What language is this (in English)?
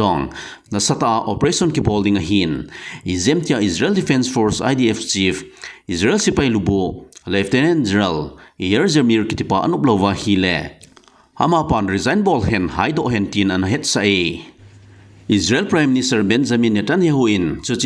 Thado Chin